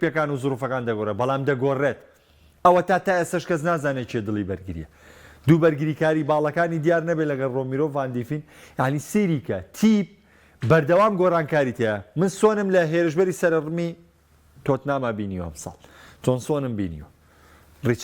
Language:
Central Kurdish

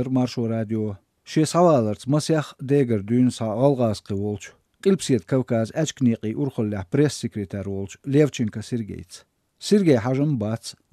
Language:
Chechen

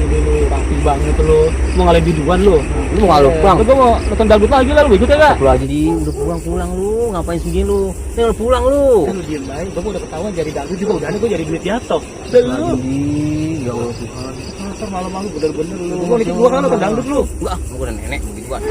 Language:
Betawi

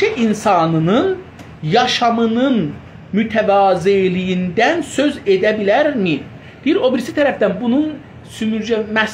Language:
South Azerbaijani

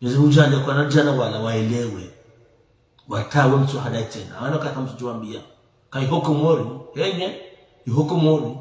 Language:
Ngazidja Comorian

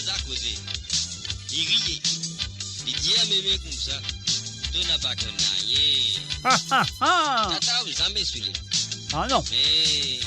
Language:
Morisyen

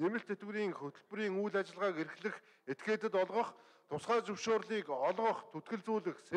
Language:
Mongolian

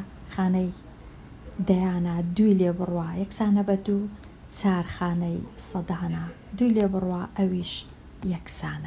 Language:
Central Kurdish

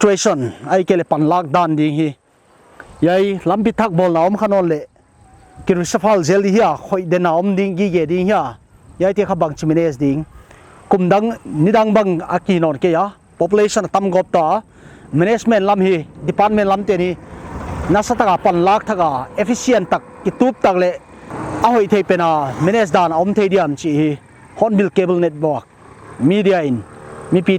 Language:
Paite Chin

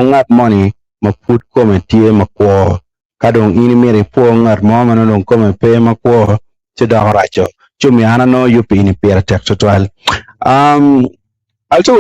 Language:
Acoli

